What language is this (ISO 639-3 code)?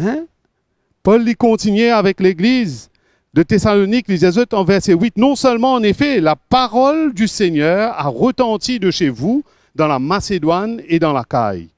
mfe